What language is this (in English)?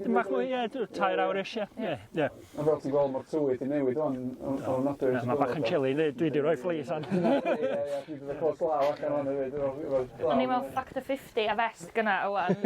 Welsh